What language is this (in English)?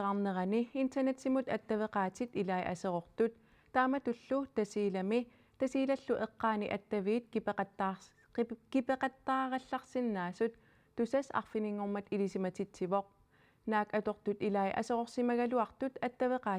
Kalaallisut